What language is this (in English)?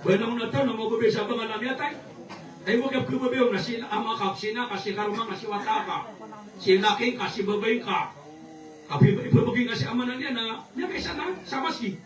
Maranao